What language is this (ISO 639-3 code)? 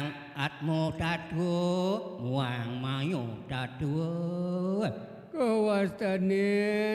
ban